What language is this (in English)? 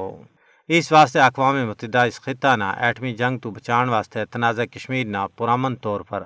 Gujari